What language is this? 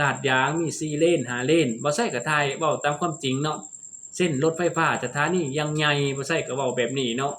Lao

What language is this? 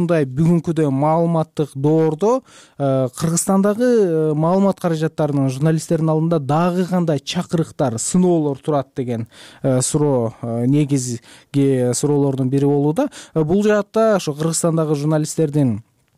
Kyrgyz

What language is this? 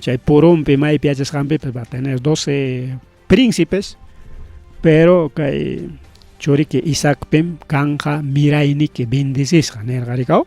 Ayacucho Quechua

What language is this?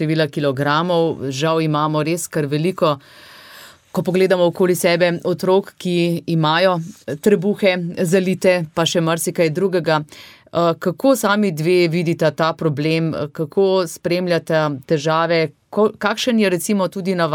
Slovenian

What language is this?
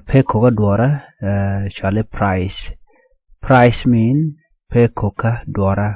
Nuer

